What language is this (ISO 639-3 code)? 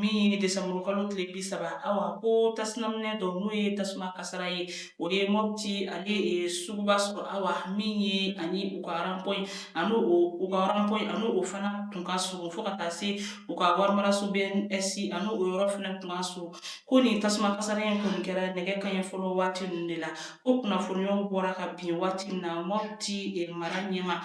bam